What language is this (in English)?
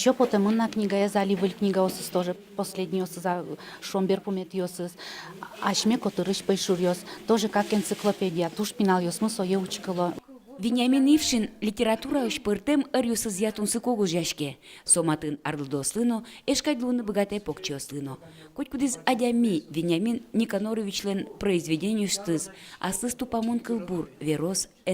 Udmurt